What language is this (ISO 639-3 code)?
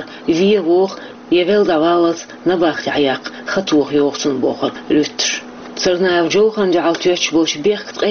che